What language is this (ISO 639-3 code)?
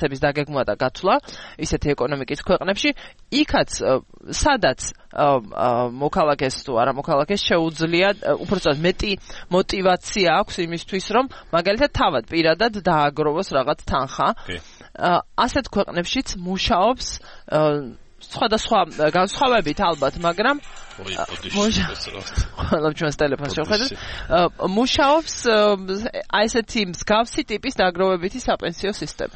kat